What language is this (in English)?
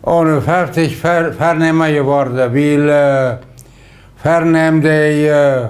Plautdietsch